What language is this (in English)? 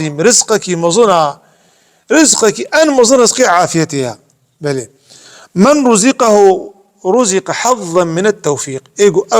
Kurdish